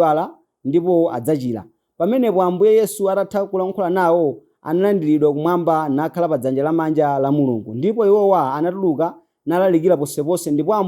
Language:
Nyanja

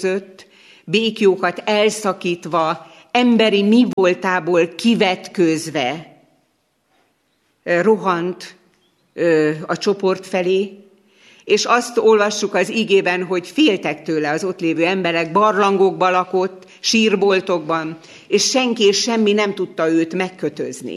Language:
Hungarian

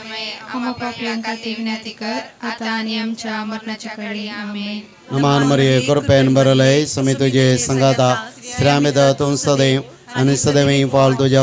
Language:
Konkani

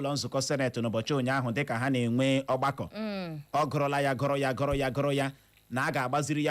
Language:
Igbo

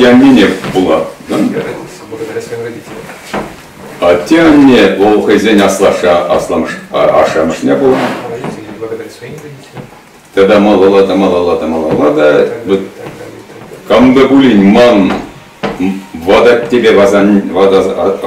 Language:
Chuvash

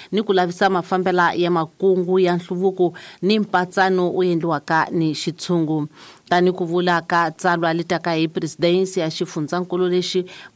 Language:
Tsonga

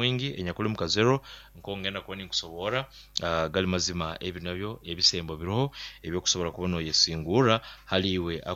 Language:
Nyoro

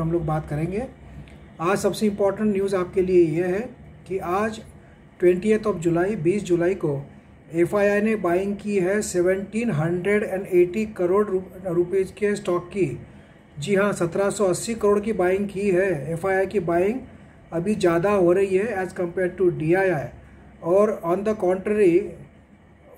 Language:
Hindi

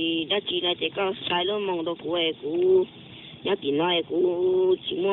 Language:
Hmong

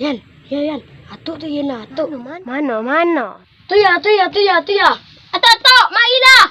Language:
Minangkabau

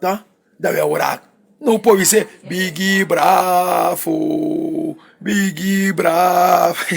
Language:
Sranan Tongo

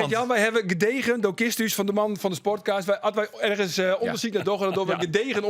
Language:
Western Frisian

